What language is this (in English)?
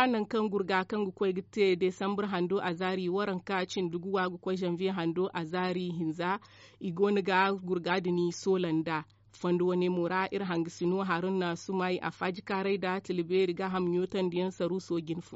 Zarma